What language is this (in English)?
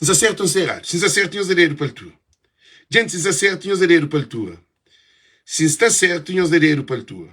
Kabuverdianu